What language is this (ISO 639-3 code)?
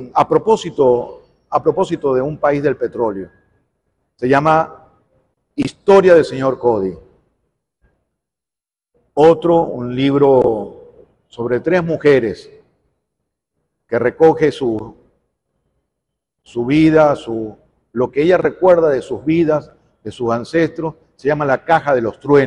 spa